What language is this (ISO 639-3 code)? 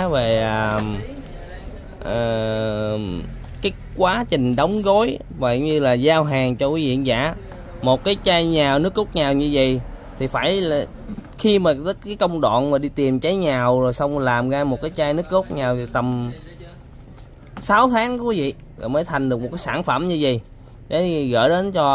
vie